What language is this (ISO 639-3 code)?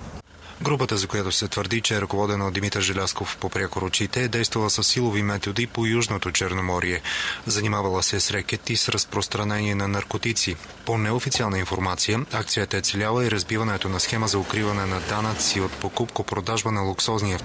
bul